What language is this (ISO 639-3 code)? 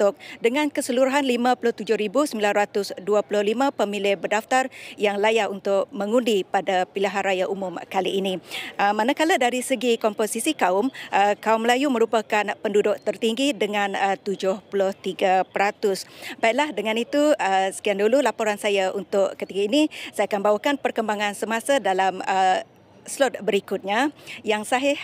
msa